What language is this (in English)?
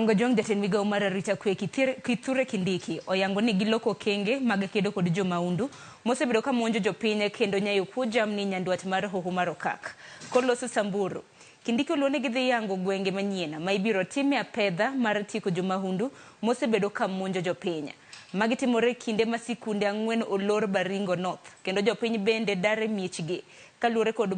Luo (Kenya and Tanzania)